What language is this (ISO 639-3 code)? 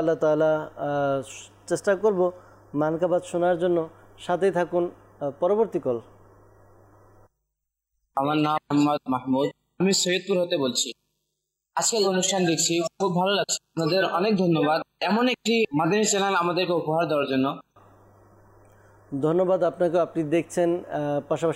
ben